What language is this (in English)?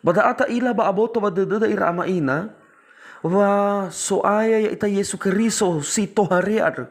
Nias